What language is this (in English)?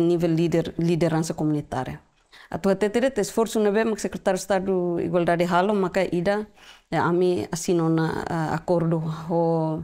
Tetum